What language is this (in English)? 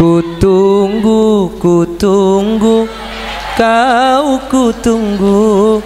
Madurese